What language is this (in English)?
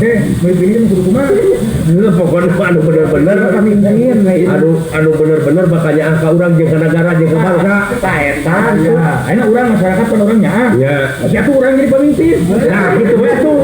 Sundanese